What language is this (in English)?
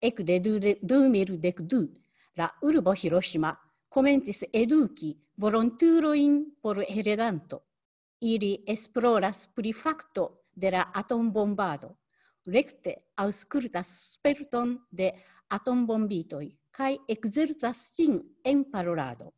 Esperanto